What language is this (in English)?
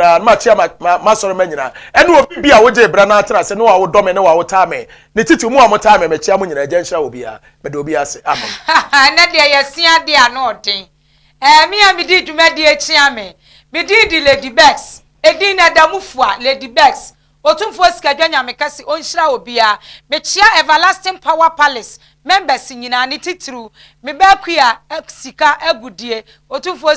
Akan